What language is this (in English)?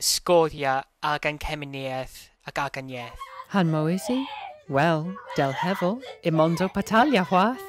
Cornish